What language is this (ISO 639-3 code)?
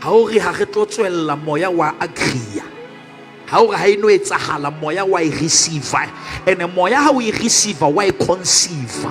sot